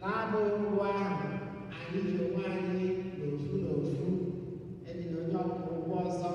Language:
Igbo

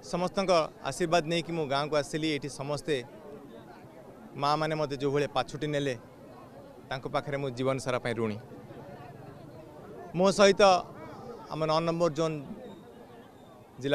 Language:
Odia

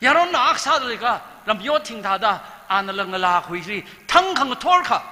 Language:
Tangkhul Naga (India)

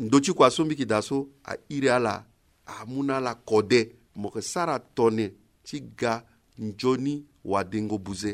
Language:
Sango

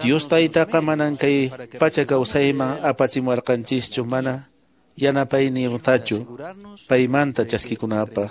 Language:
Quechua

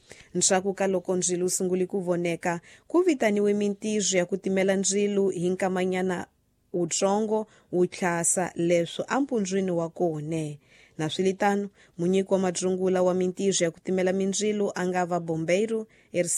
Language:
Tsonga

